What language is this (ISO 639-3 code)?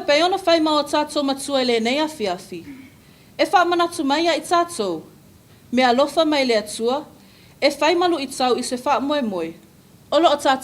smo